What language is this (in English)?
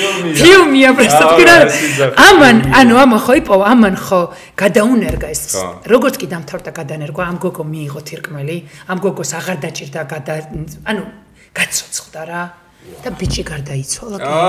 Georgian